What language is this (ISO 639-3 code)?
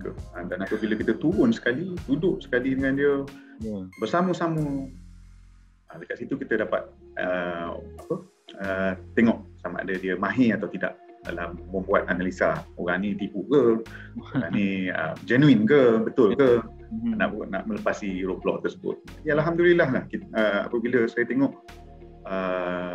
msa